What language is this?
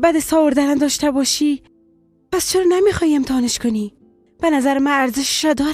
Persian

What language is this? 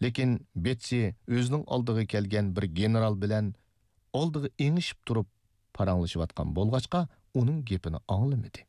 Uyghur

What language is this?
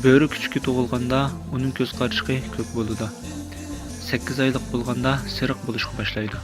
Uyghur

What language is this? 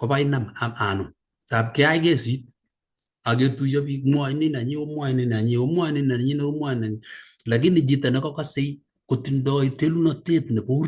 Kalenjin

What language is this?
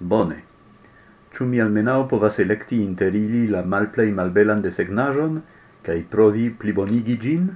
Esperanto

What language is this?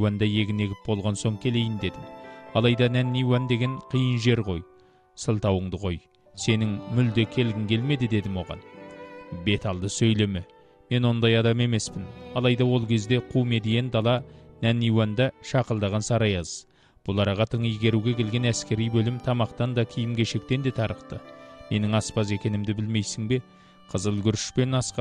Kazakh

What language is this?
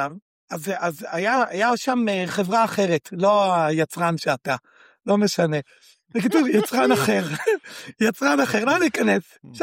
Hebrew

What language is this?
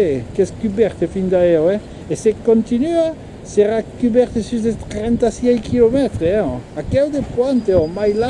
Occitan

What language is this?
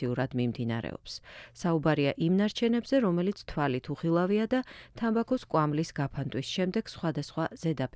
Georgian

